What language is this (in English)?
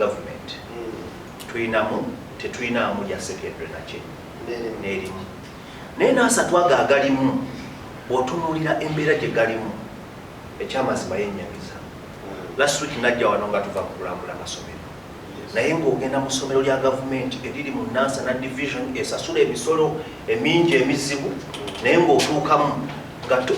Ganda